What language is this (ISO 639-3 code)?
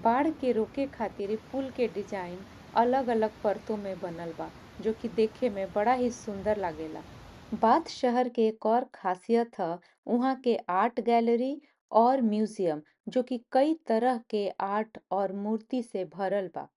bho